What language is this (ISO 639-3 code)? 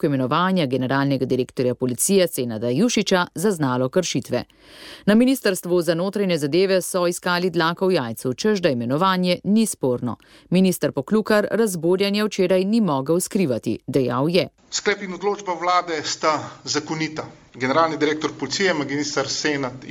slv